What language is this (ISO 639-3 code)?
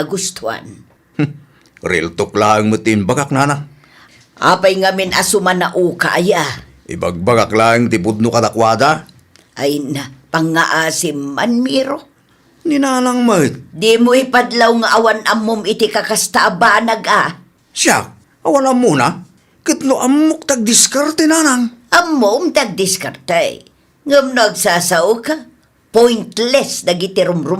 ilo